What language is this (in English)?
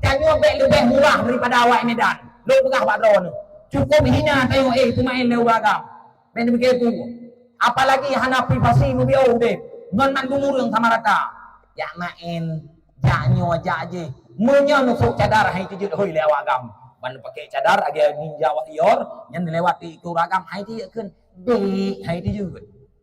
Achinese